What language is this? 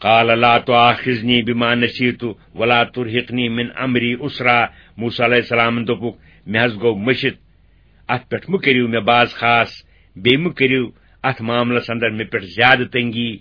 Kashmiri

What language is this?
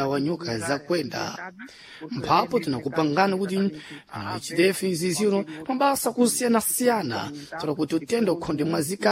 Sena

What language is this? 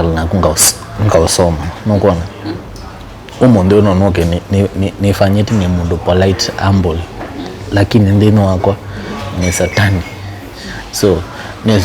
Kamba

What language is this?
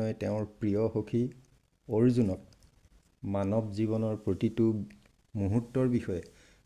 Assamese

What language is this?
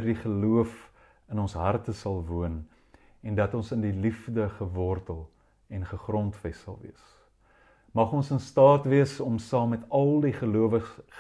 Afrikaans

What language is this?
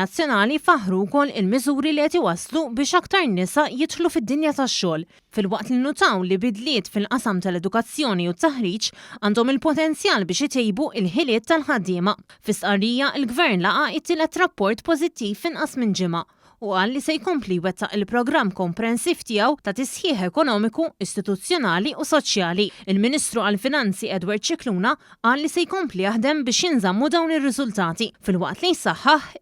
Maltese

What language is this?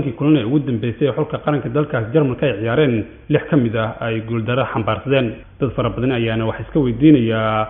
Somali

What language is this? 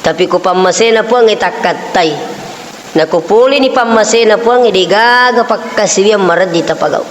Buginese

